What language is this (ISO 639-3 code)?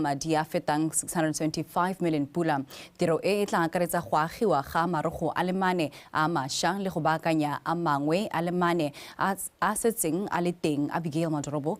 tsn